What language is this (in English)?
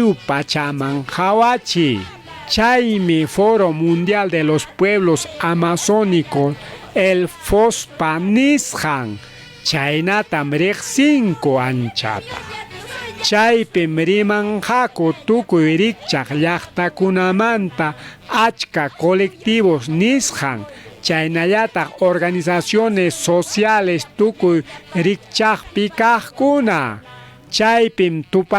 Ayacucho Quechua